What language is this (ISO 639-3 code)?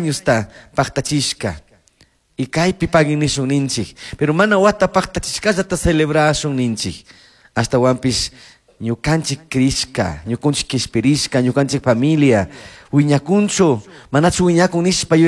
qug